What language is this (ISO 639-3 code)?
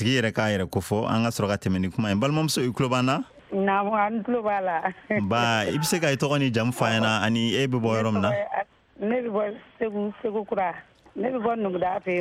bam